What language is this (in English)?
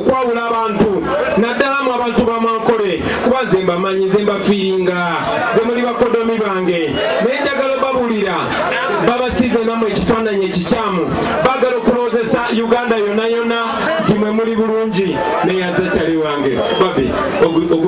Nyankole